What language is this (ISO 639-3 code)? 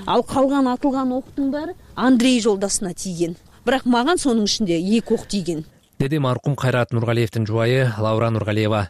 kir